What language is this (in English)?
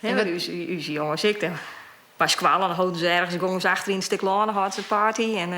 Western Frisian